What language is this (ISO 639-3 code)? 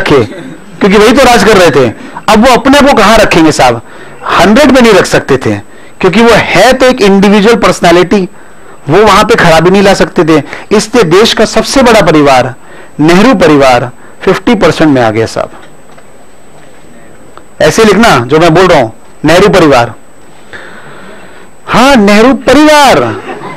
hin